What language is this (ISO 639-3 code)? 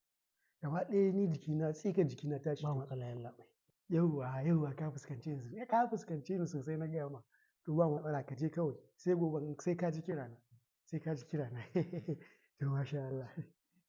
hau